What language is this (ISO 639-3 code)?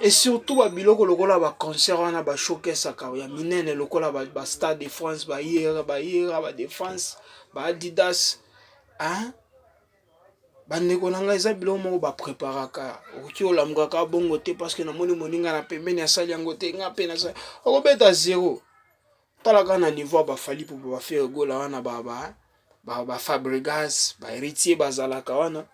lin